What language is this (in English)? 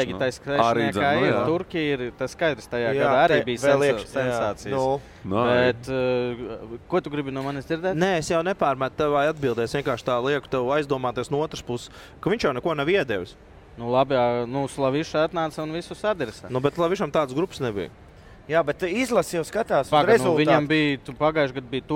Latvian